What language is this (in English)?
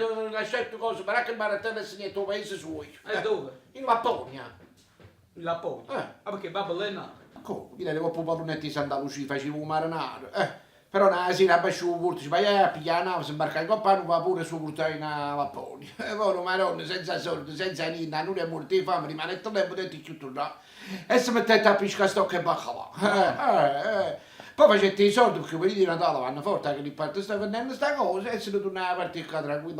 Neapolitan